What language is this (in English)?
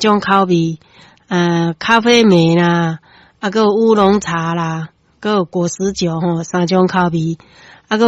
Min Nan Chinese